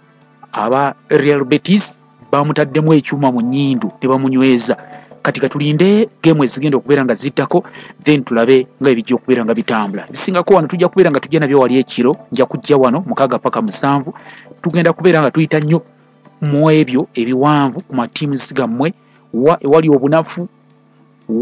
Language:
Ganda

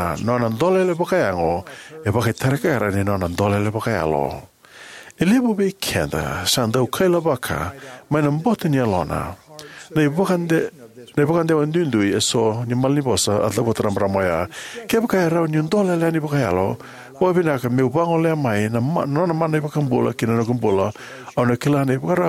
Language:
Fijian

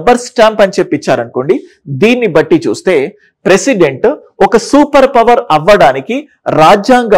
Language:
Telugu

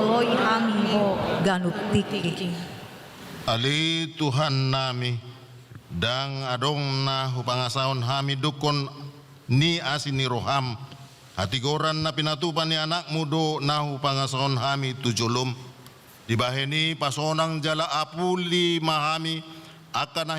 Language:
Batak Toba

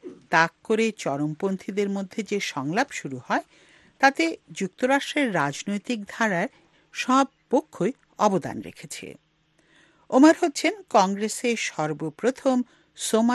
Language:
Bangla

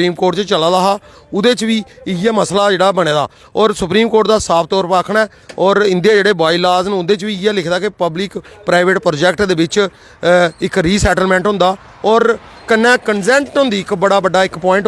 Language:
Dogri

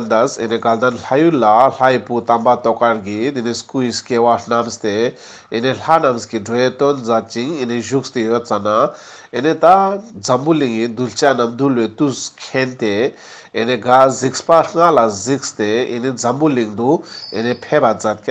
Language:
Ladakhi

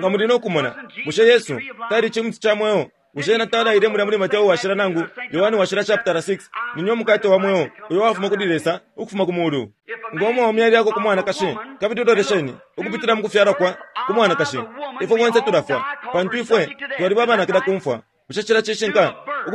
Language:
Bemba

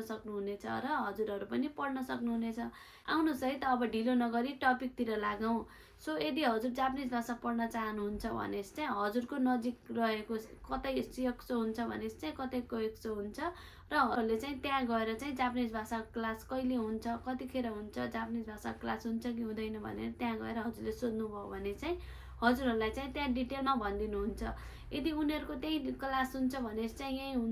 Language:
Nepali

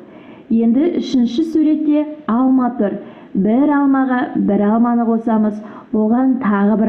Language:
Kazakh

